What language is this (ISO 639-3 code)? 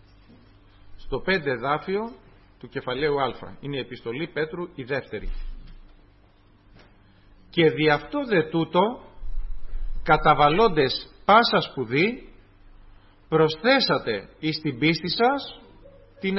ell